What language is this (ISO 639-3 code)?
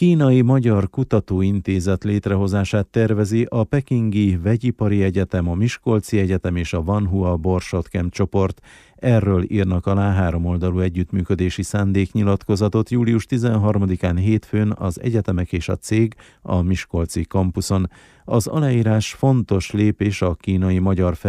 hun